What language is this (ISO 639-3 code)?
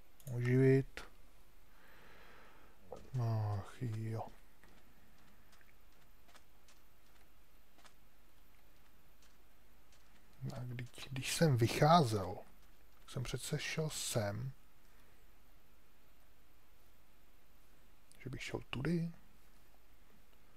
ces